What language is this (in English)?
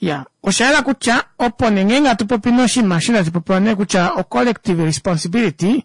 Kuanyama